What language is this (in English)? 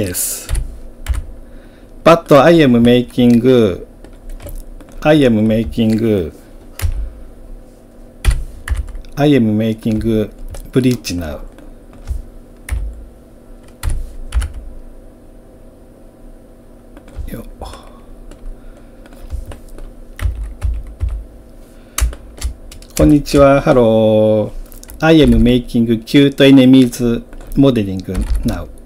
Japanese